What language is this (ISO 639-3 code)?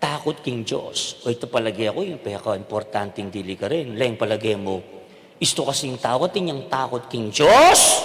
pam